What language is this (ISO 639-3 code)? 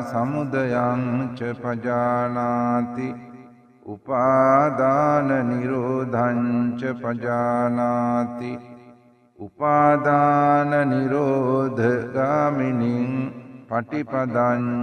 sin